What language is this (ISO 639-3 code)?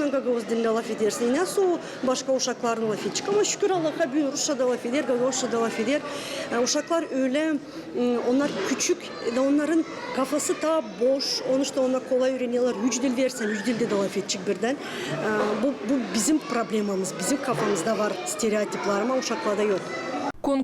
gag